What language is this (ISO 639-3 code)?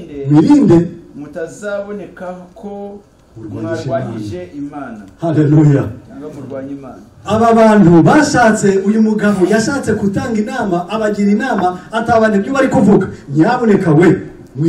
kin